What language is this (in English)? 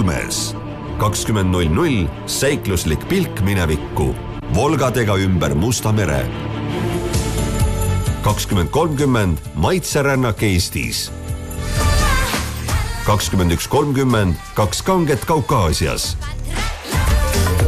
Estonian